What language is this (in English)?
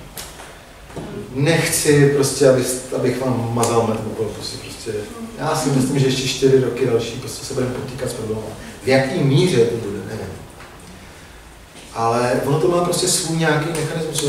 Czech